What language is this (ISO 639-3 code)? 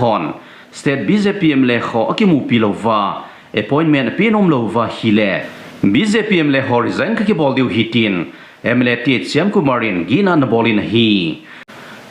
tcz